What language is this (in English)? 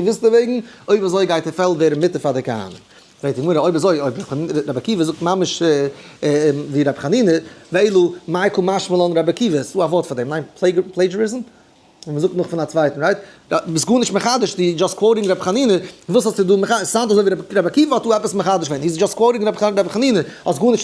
Yiddish